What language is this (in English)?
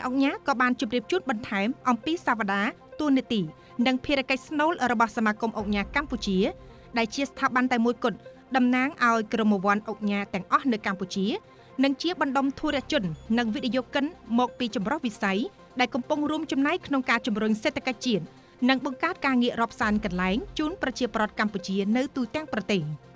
Khmer